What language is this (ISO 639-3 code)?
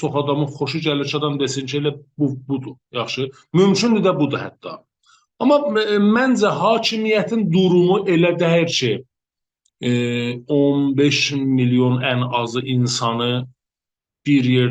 azb